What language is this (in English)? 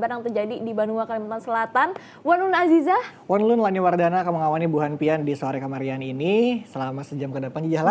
Banjar